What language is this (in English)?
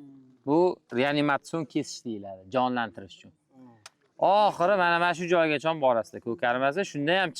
Uzbek